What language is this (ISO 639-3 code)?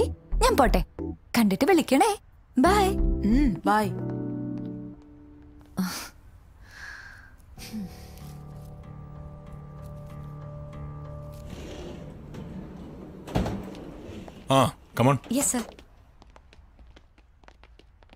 mal